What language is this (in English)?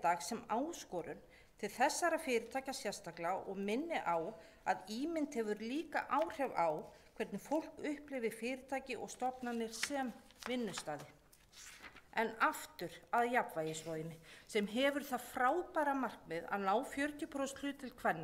Icelandic